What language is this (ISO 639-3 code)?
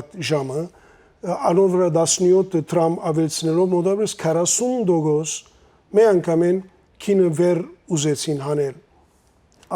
hyw